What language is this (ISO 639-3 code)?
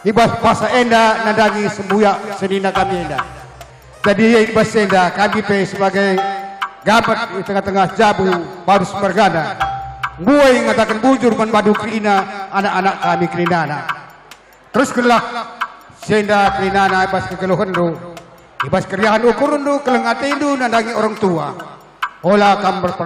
btx